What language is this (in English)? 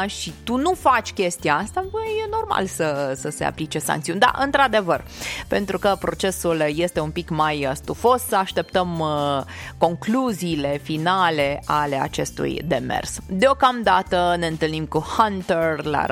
Romanian